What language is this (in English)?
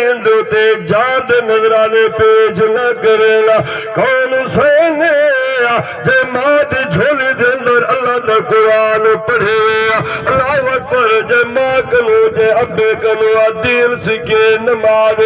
Saraiki